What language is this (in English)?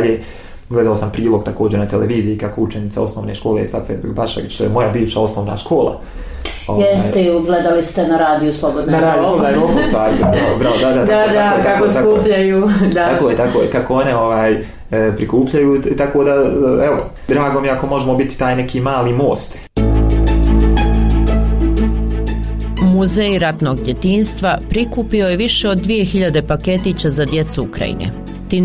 Bosnian